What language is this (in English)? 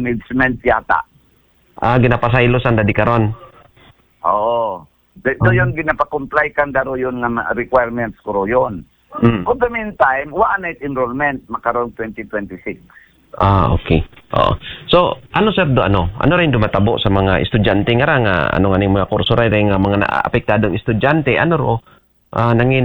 Aklanon